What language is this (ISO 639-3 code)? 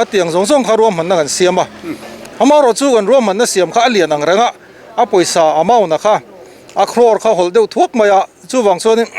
lus